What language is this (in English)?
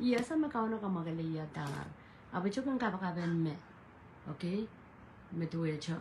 Pohnpeian